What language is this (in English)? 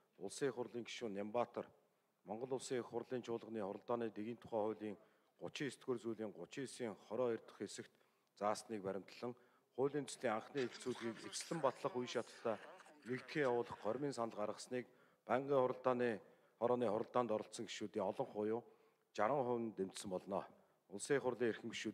Mongolian